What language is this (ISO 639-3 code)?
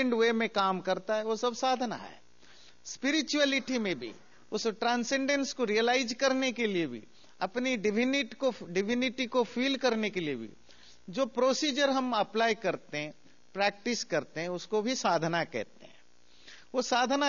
hin